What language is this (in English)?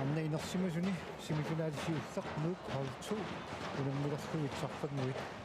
Kalaallisut